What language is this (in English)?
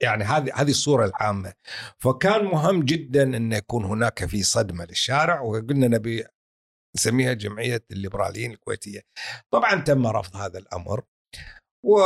Gulf Arabic